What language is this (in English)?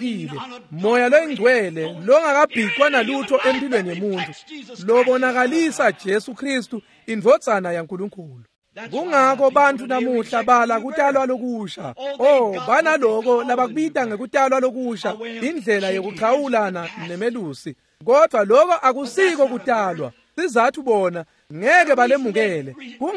Swati